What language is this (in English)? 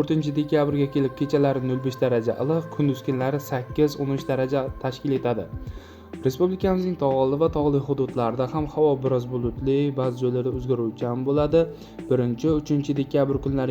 Uzbek